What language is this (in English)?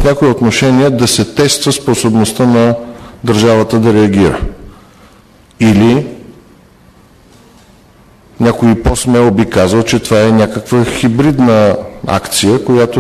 Bulgarian